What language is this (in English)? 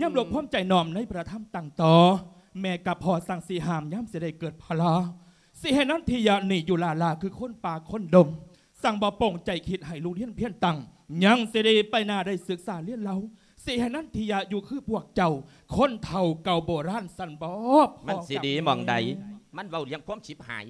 Lao